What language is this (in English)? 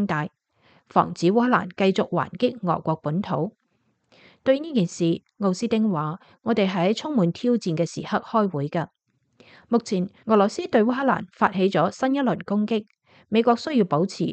Cantonese